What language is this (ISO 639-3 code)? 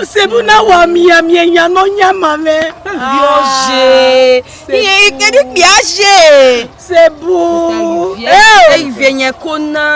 bin